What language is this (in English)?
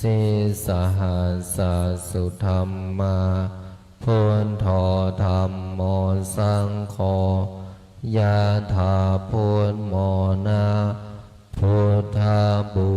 Pali